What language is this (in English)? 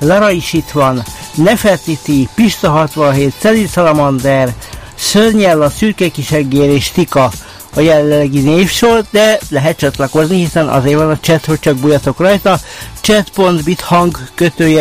Hungarian